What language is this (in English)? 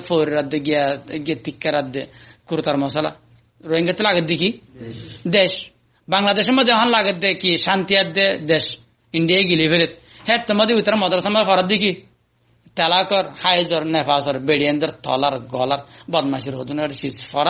Rohingya